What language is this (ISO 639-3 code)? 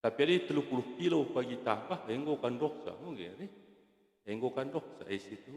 btx